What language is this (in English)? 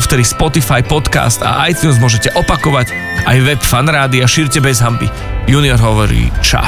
Slovak